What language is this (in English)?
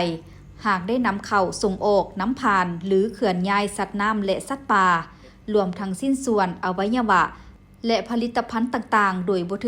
Lao